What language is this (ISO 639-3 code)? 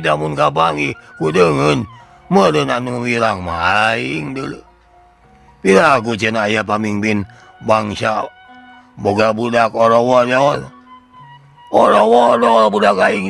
sun